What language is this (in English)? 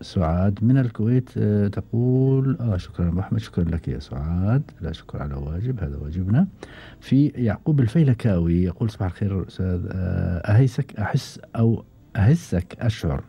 Gulf Arabic